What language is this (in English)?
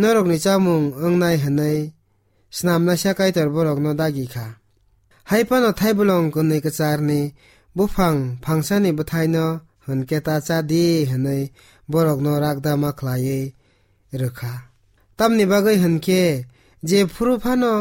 Kok Borok